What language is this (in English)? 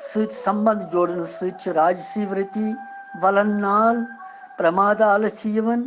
Kashmiri